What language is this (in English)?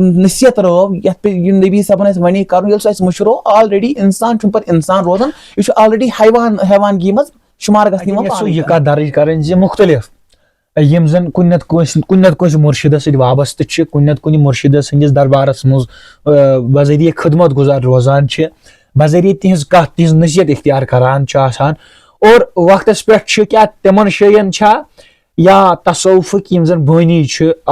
Kashmiri